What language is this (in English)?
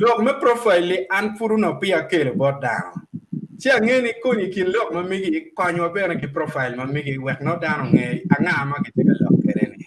Acoli